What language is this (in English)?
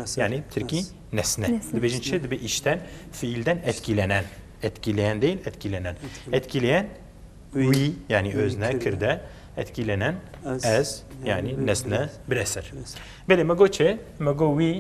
Kurdish